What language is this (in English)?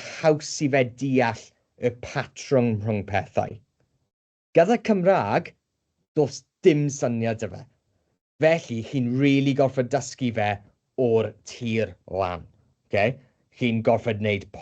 Welsh